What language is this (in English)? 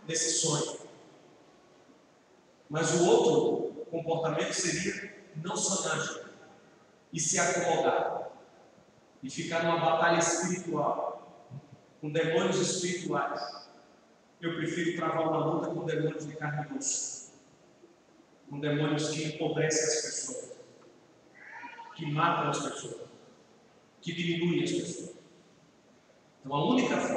Portuguese